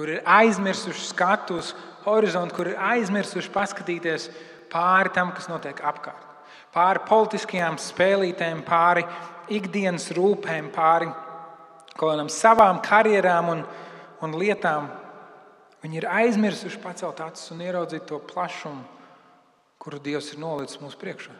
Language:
Latvian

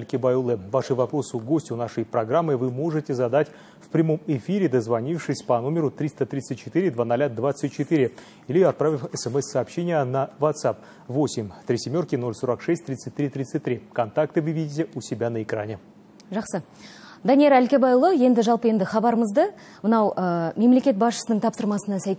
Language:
Kazakh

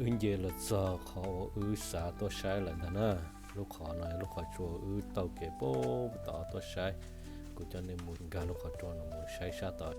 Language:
Hmong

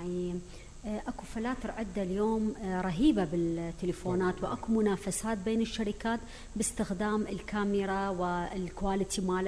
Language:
Mesopotamian Arabic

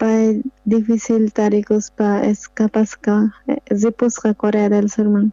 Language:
South Bolivian Quechua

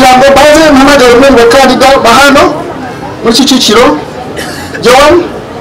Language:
Kinyarwanda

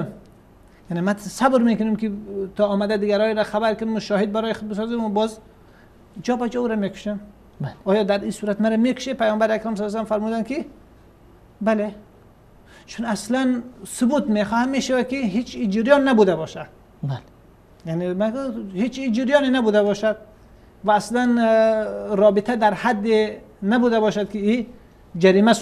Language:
Persian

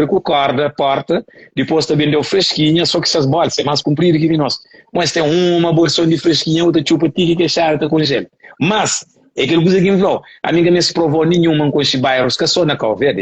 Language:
Kabuverdianu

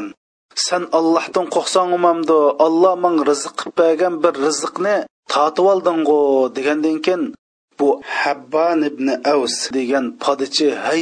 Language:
Uyghur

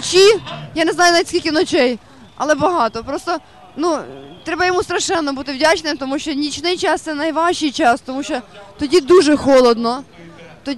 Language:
Ukrainian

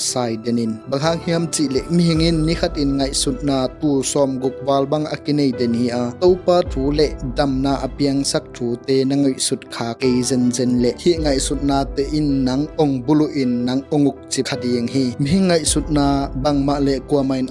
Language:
Tedim Chin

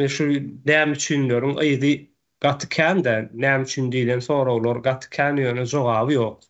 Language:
Turkmen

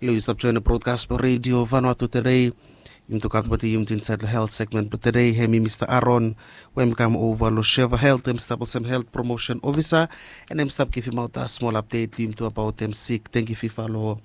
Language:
Bislama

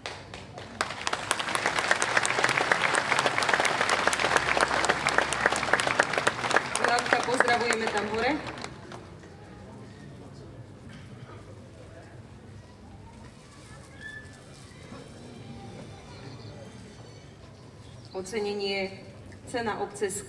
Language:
Slovak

